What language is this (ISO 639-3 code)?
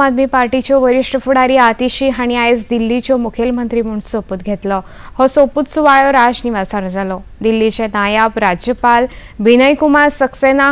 kok